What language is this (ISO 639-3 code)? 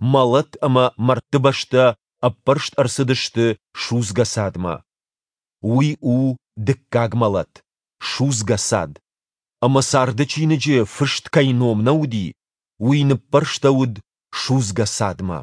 oss